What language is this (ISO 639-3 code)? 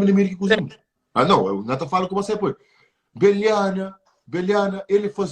kea